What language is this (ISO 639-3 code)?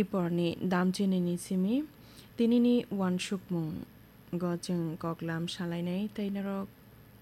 trp